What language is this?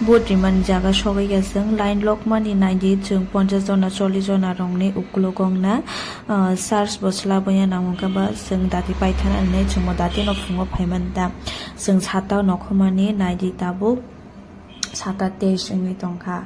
Kok Borok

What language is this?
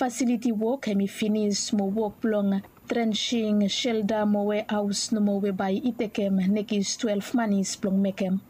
Bislama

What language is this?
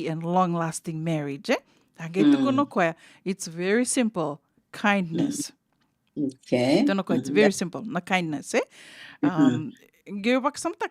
Fijian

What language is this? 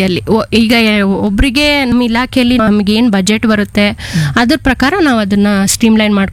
Kannada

